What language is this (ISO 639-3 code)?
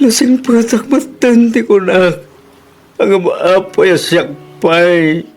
ilo